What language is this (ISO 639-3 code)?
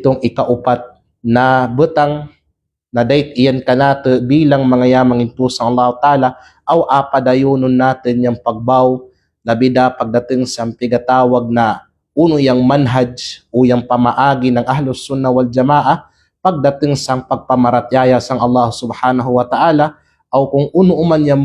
kqe